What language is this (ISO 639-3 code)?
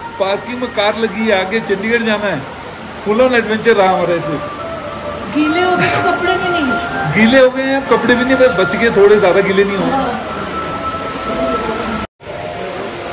hin